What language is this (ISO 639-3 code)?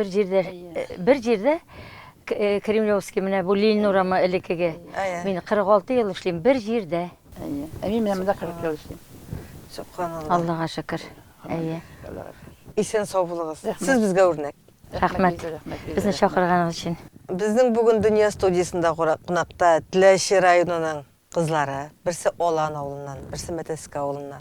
tat